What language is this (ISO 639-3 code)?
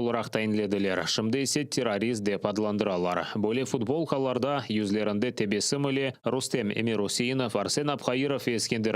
crh